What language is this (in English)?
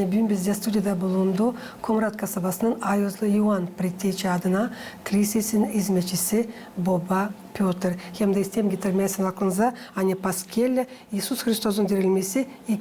Gagauz